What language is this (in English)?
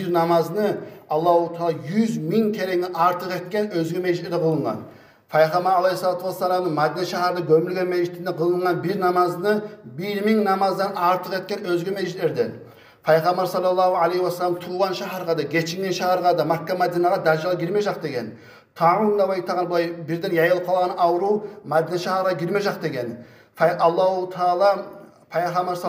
Kumyk